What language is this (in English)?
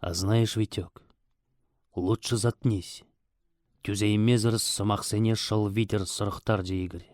Chuvash